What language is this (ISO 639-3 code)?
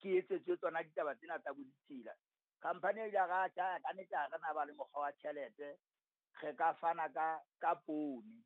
sot